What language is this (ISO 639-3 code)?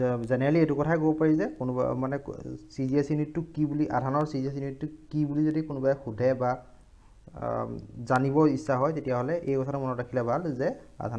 asm